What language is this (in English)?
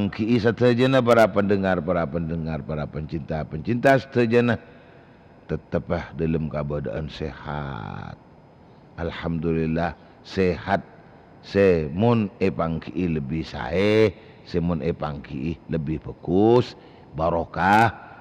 Madurese